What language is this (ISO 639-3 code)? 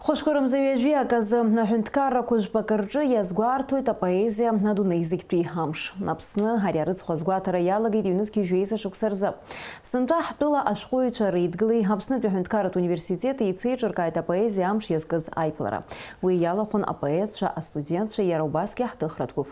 abk